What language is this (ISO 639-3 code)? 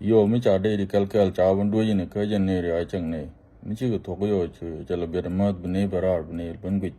nus